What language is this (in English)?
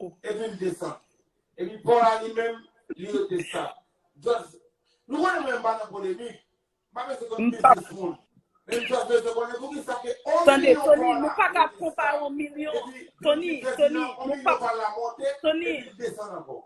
Haitian Creole